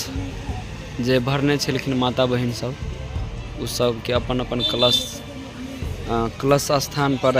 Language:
Maithili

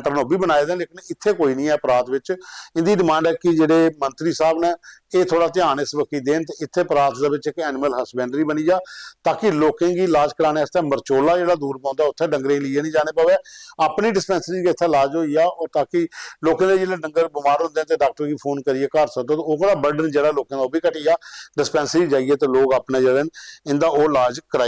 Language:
Dogri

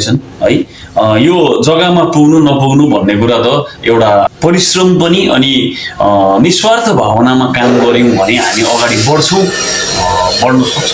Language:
Nepali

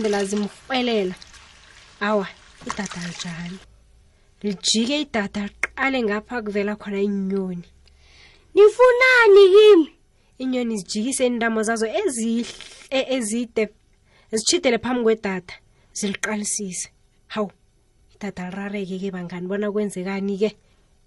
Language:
South Ndebele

